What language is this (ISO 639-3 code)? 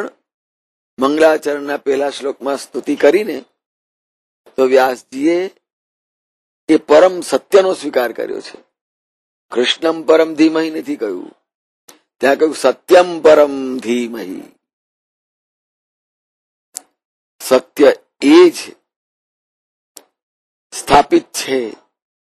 guj